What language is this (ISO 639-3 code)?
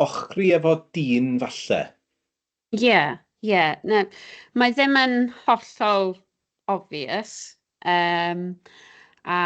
cym